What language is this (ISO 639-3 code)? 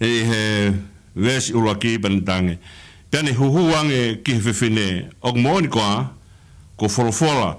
ton